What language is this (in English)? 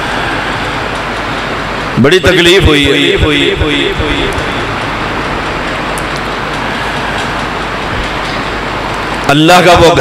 Urdu